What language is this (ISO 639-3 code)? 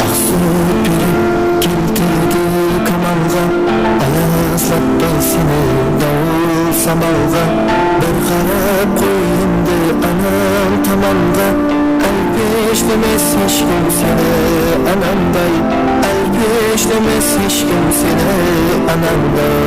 kaa